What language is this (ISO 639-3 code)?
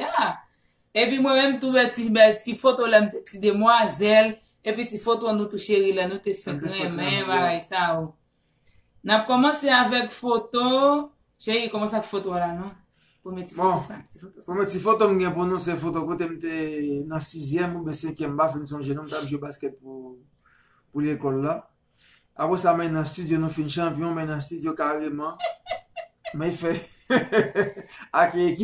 hat